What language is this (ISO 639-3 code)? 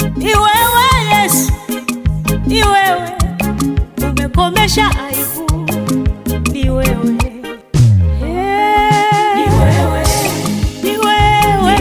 swa